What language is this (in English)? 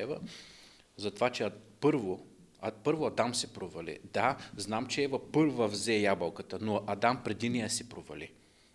Bulgarian